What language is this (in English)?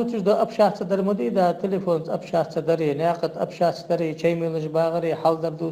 Ingush